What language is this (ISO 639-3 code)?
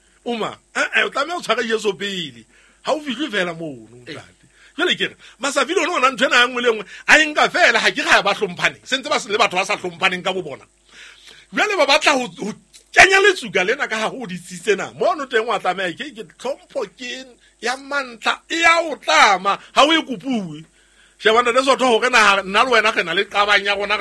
sot